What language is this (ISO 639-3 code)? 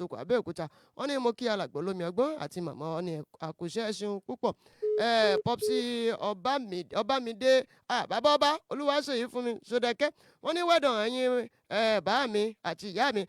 yor